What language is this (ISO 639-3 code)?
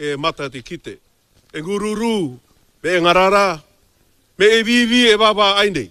mri